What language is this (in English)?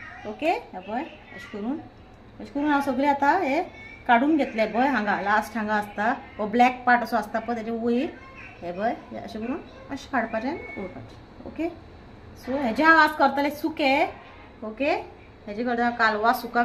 Konkani